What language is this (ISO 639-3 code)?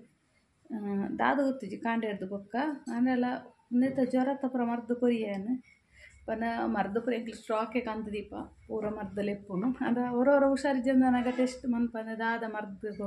tcy